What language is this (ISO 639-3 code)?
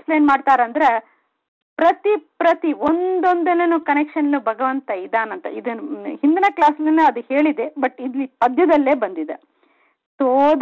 kan